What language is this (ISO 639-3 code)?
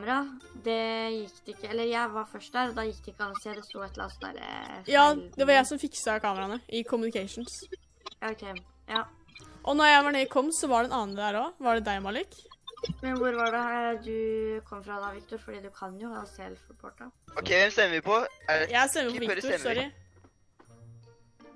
nor